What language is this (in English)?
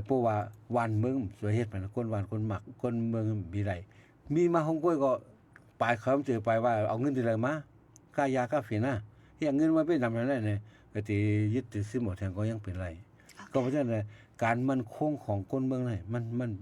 Shan